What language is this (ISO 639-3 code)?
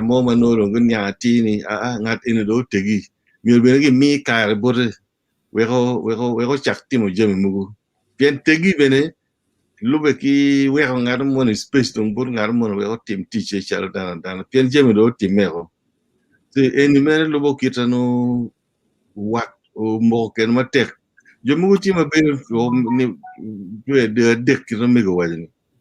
ach